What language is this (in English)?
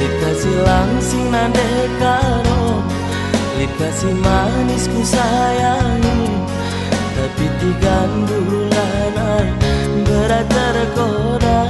Batak Karo